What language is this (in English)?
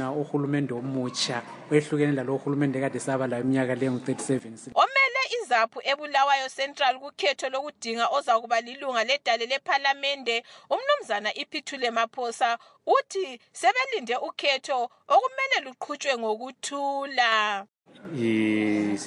North Ndebele